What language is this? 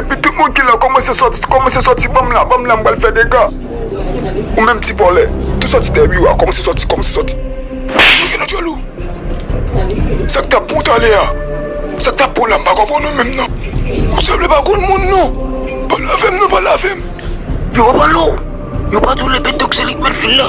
Haitian Creole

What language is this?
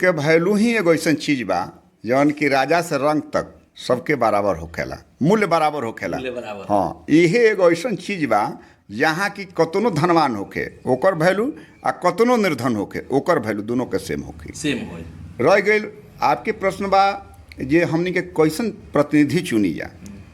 Bhojpuri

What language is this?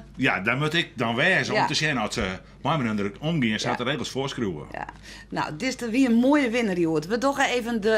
Western Frisian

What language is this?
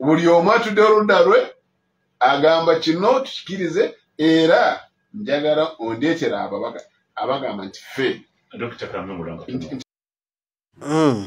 Ganda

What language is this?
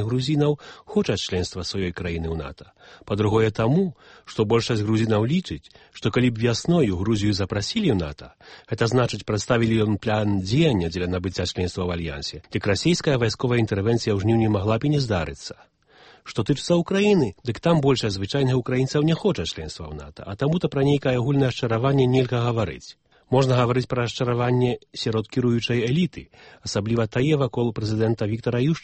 Belarusian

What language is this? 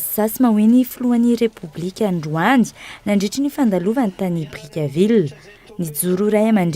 Malagasy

